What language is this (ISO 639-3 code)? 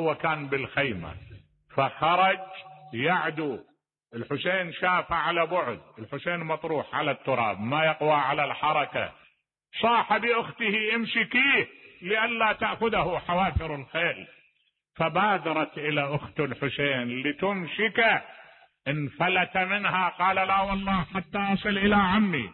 acm